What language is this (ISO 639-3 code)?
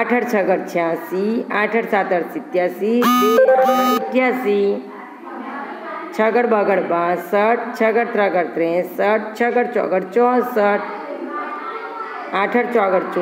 guj